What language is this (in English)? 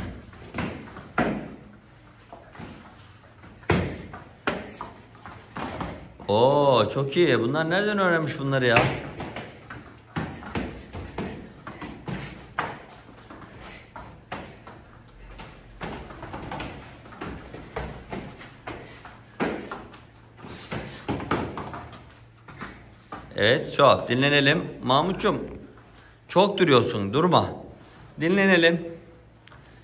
Turkish